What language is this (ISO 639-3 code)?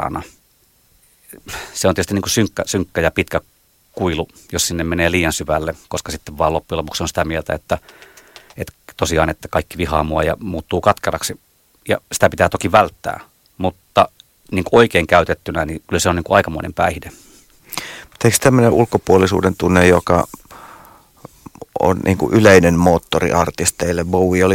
fin